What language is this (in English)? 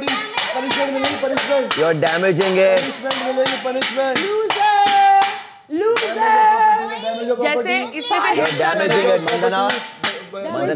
Hindi